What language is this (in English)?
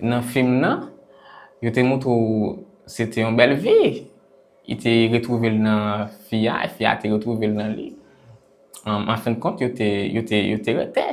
Haitian Creole